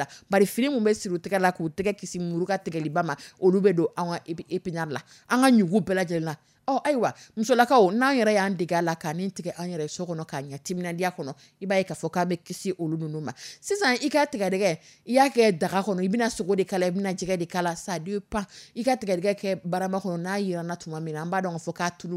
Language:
Dyula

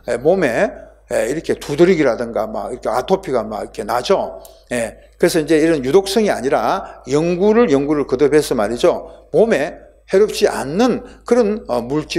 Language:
Korean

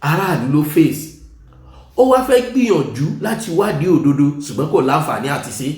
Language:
Yoruba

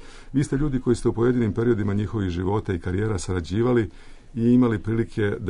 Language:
Serbian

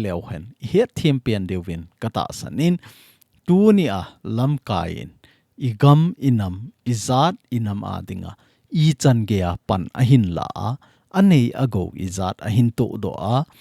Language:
Thado Chin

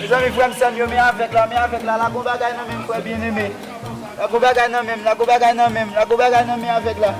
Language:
Haitian Creole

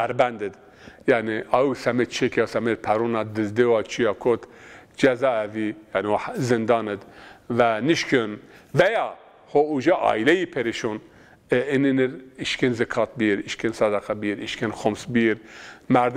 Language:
Zaza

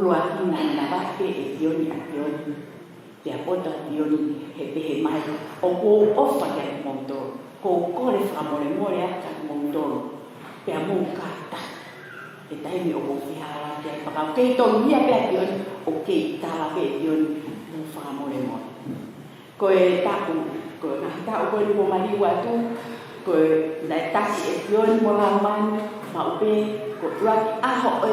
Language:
Tongan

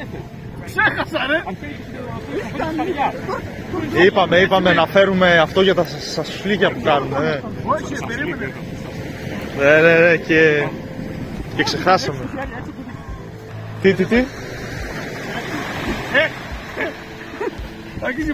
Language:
Greek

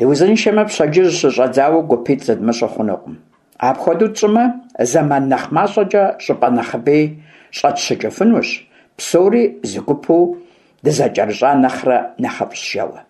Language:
Kabardian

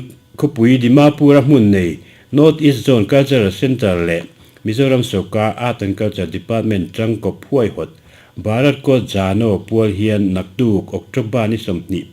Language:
Mizo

